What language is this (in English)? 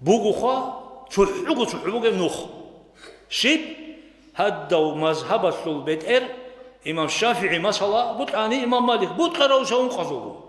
Avaric